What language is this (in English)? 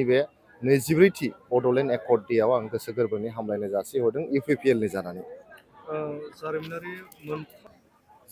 Bodo